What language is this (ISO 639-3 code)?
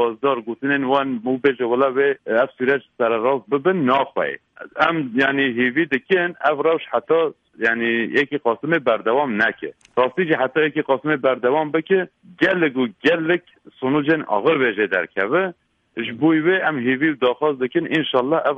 kur